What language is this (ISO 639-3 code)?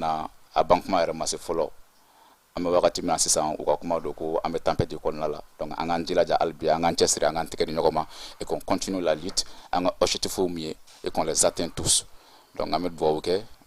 bam